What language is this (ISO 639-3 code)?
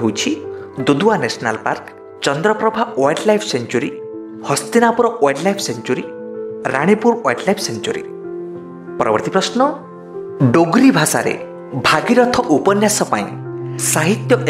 ori